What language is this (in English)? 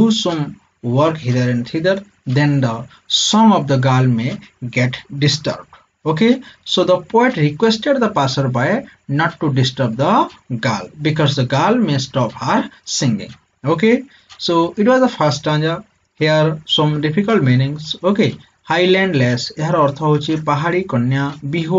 Odia